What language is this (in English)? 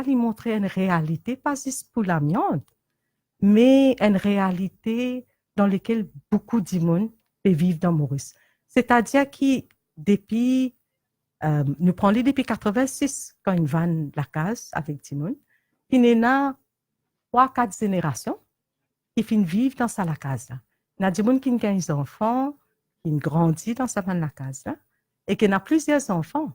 Morisyen